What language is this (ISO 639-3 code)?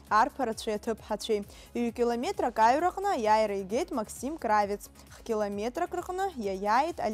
abk